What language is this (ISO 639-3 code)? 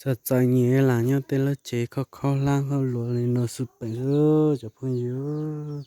hmn